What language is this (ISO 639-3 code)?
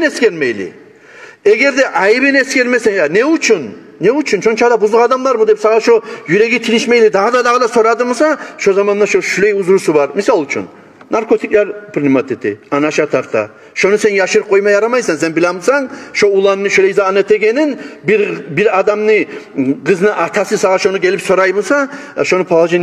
kum